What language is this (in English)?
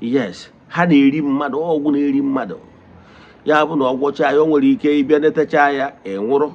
Igbo